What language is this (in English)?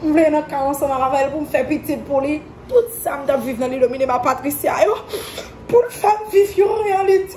Haitian Creole